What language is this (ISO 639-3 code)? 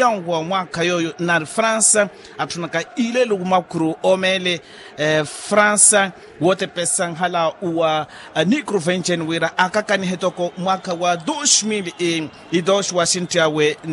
vmw